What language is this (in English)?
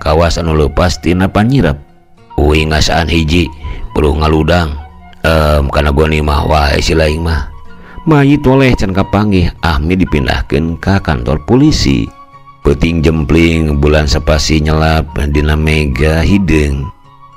Sundanese